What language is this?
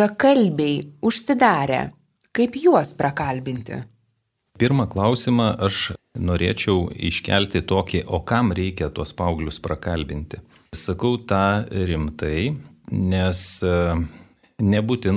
Lithuanian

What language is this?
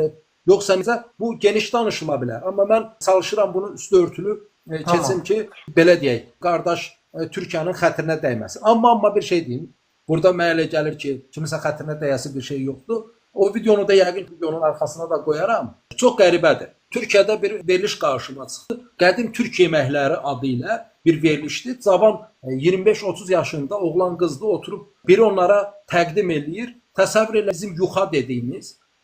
Azerbaijani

